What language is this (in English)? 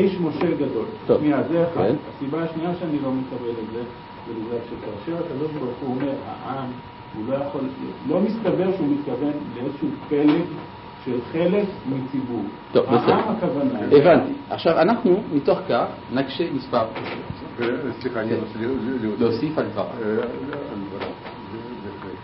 Hebrew